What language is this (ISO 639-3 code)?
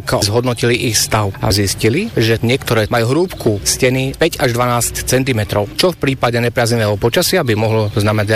slk